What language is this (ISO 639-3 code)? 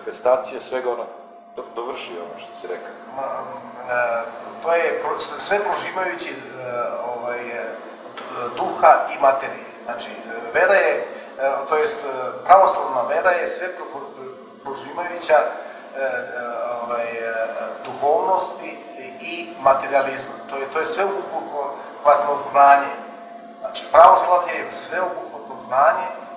srp